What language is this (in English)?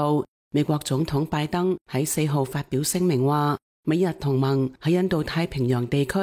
Cantonese